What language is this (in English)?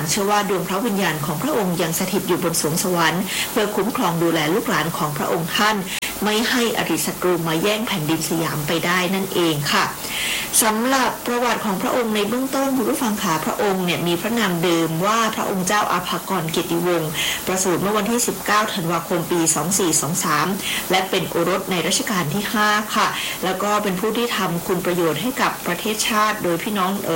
Thai